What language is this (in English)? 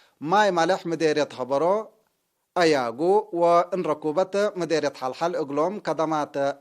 Tigre